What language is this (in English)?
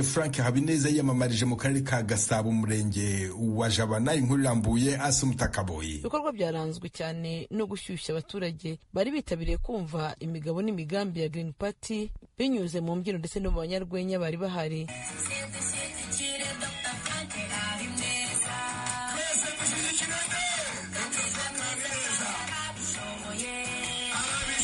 Kinyarwanda